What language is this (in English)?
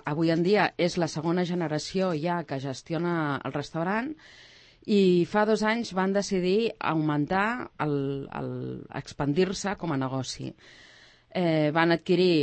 Catalan